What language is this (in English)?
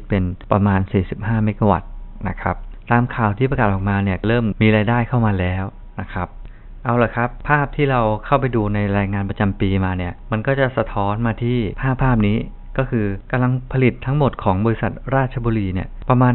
Thai